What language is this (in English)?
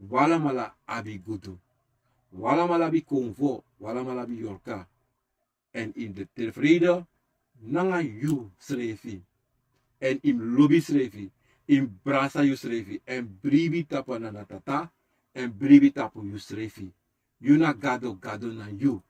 Sranan Tongo